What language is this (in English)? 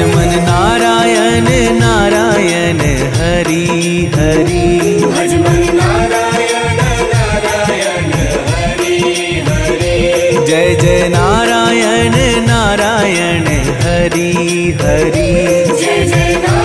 Hindi